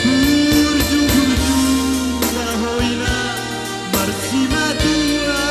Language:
Batak Toba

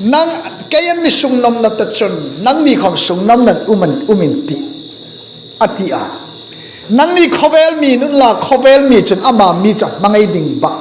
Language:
Hmar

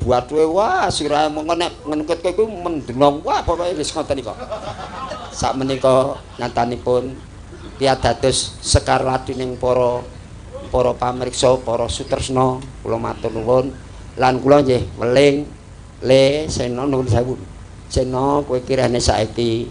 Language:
Javanese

